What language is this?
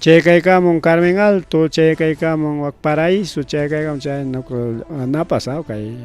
Ayacucho Quechua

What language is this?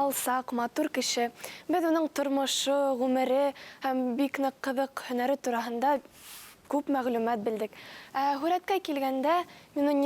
Bashkir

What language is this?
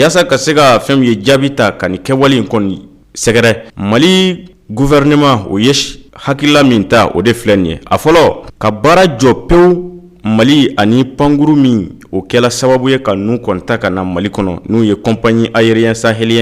Bambara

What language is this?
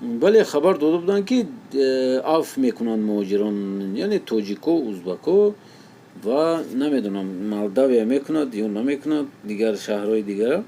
Tajik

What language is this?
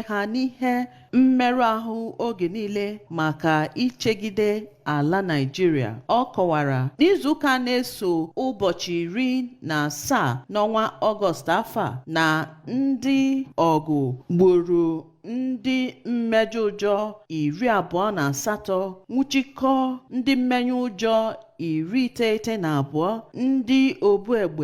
Igbo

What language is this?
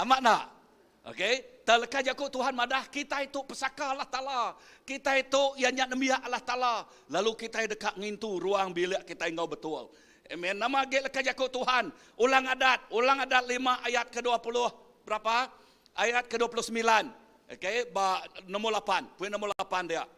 Iban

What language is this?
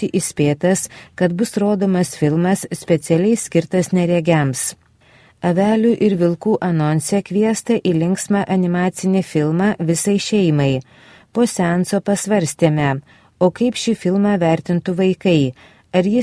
Lithuanian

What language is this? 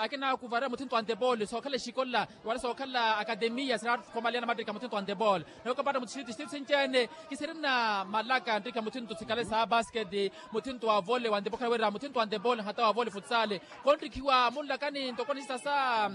Makhuwa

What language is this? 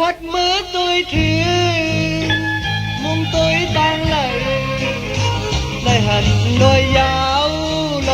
Shan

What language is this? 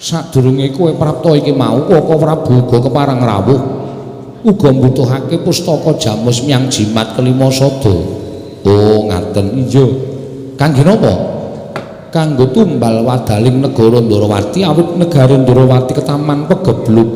Javanese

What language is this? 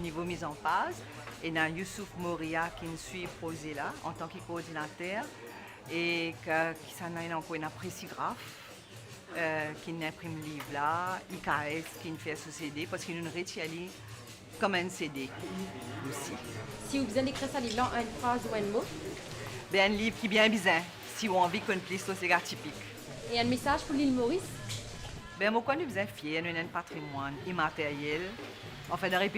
Morisyen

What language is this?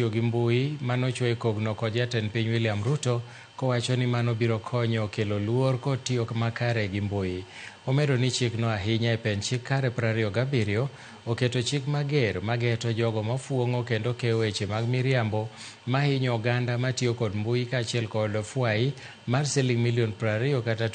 Luo (Kenya and Tanzania)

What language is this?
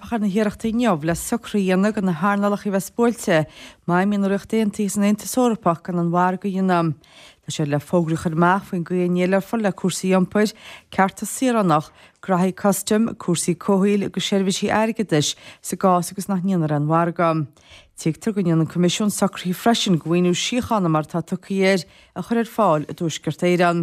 Irish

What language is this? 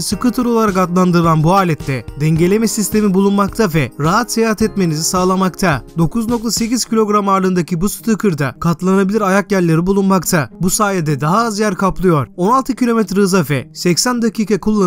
Turkish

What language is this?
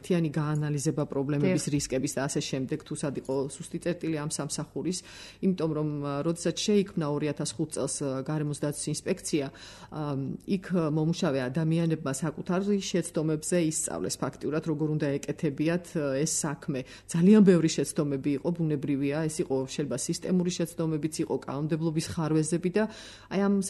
Georgian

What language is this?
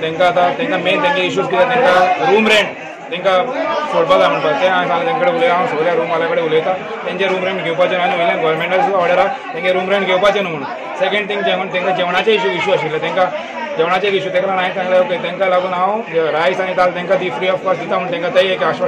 Konkani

